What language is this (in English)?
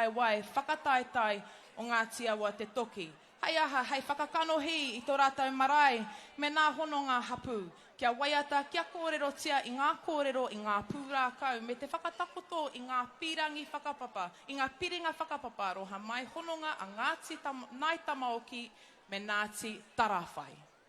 Māori